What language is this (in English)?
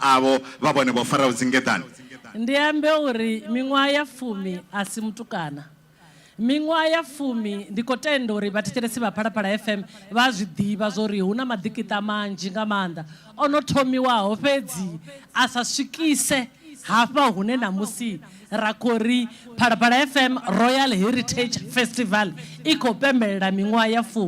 Venda